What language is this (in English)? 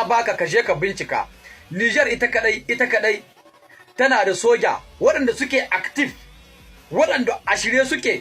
Hausa